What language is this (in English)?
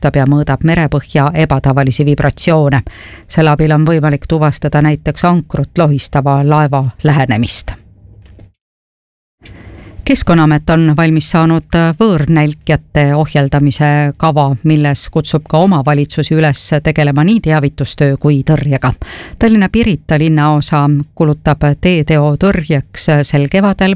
Estonian